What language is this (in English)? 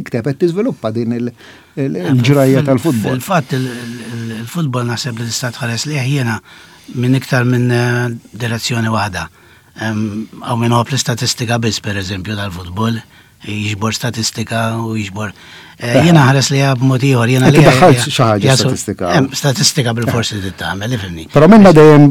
Maltese